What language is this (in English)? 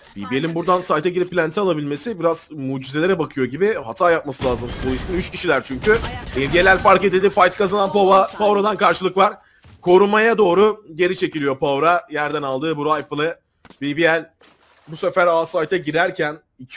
Turkish